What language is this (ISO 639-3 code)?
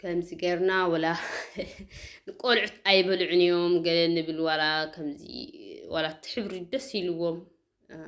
tir